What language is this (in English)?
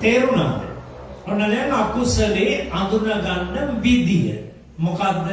Sinhala